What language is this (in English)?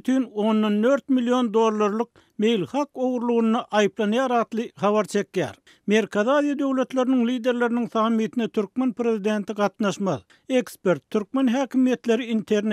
Turkmen